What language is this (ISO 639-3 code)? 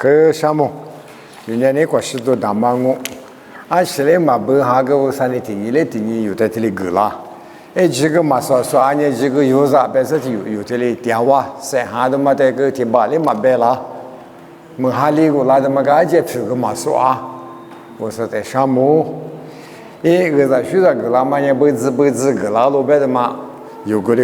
lis